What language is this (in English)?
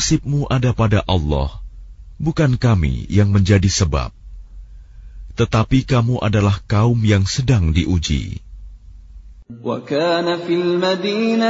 Indonesian